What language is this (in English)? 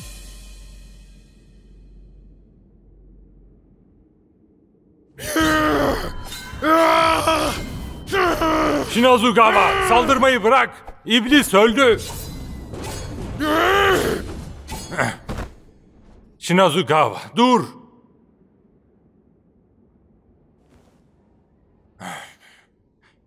Turkish